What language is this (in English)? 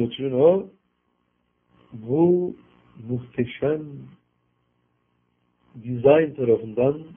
Turkish